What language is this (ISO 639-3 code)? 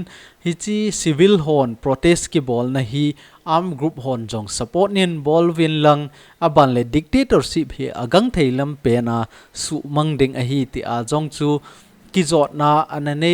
tcz